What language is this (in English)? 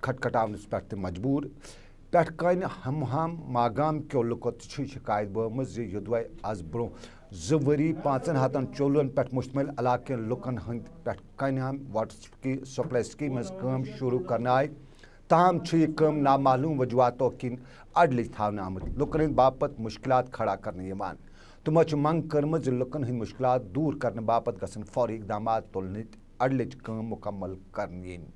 Kashmiri